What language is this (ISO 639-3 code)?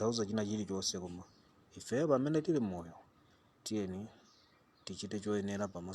nya